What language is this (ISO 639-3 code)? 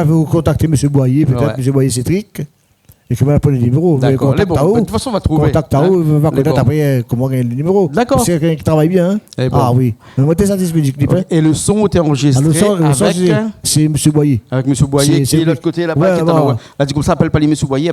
rcf